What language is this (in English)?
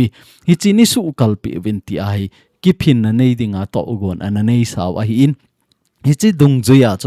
Thado Chin